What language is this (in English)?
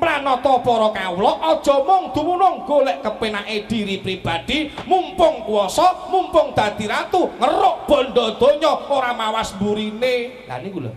Javanese